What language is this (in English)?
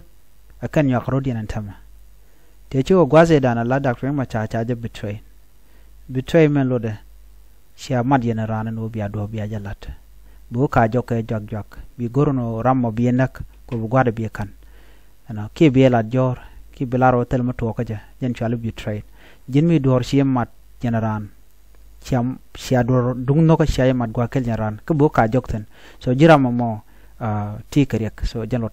Nuer